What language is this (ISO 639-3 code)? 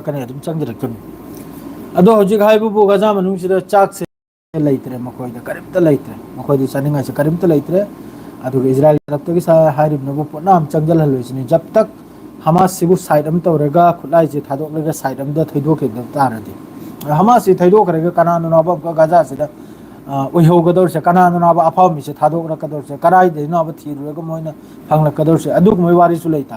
mni